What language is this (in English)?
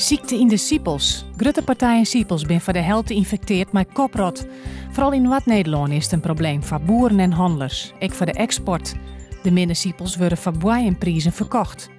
Western Frisian